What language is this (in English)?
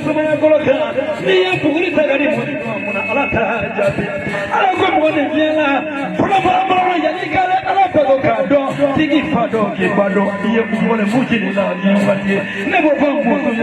Bambara